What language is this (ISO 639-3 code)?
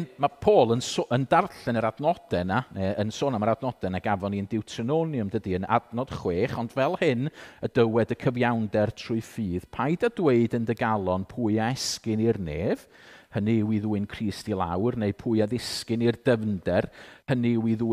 cym